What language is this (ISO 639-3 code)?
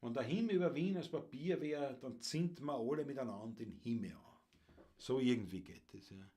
bar